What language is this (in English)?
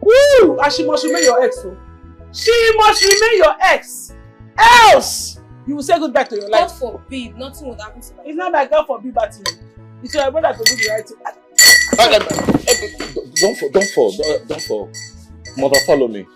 Nigerian Pidgin